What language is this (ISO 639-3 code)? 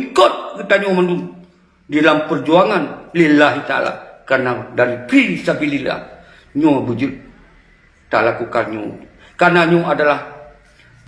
ace